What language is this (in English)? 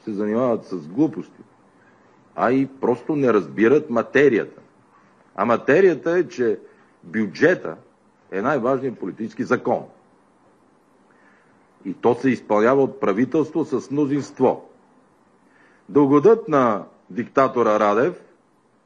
Bulgarian